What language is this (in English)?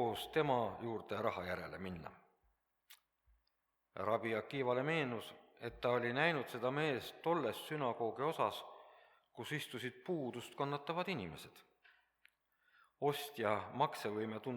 Estonian